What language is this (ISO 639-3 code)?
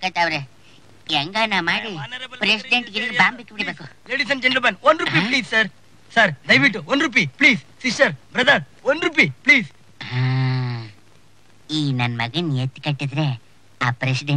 kan